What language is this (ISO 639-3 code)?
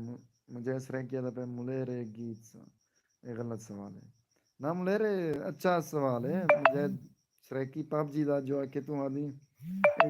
skr